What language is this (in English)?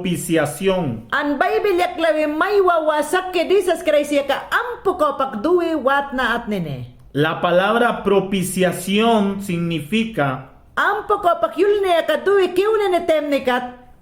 Mayangna